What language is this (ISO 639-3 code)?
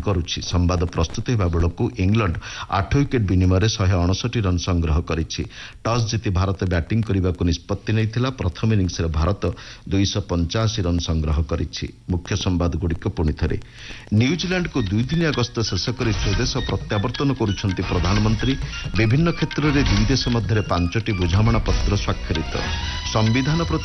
ori